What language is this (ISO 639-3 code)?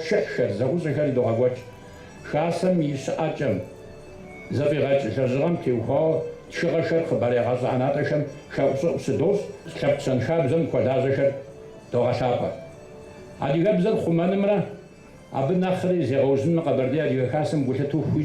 kbd